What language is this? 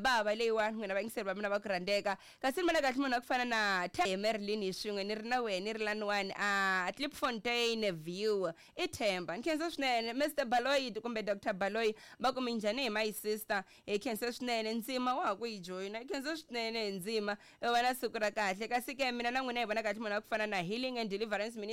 Tsonga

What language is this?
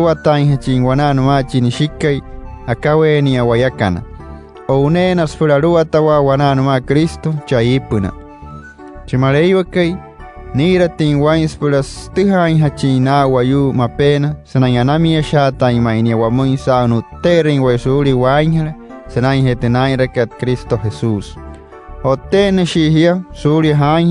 Wayuu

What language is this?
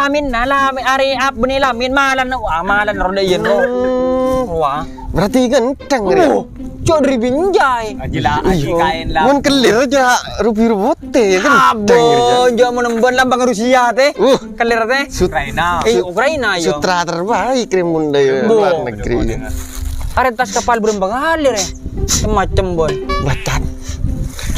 Madurese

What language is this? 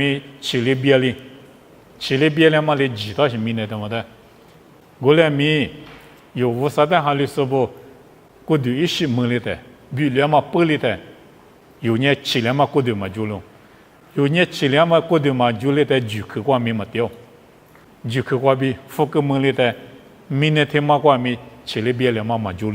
Lisu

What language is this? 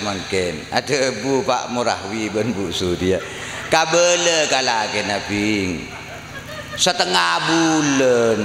Madurese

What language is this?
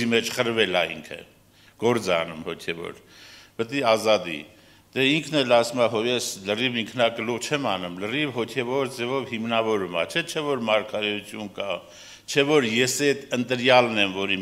Armenian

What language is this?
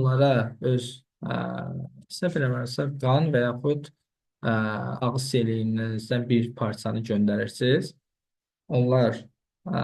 Azerbaijani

